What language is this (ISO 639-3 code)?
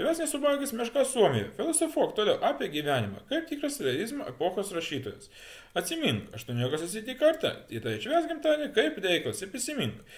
lit